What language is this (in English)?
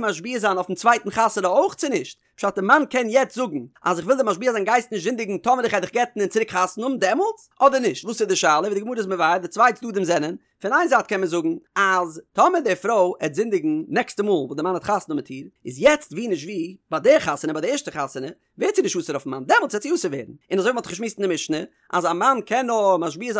Yiddish